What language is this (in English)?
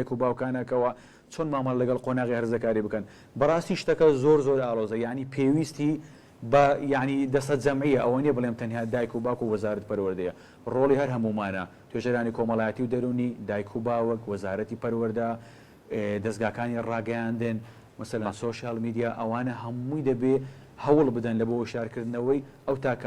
Central Kurdish